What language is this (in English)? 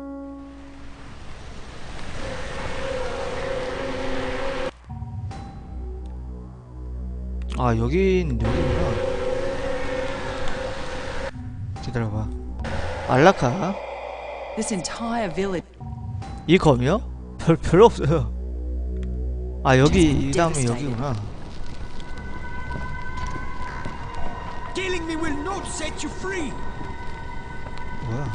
Korean